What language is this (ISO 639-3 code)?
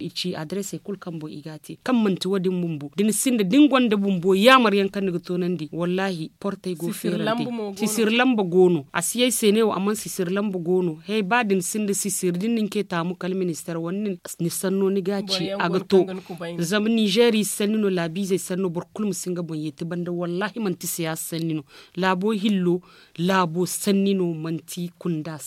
dje